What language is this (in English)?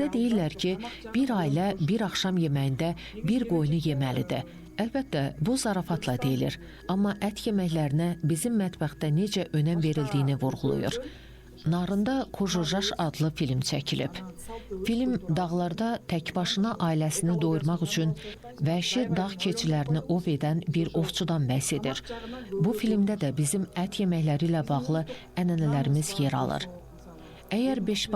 Azerbaijani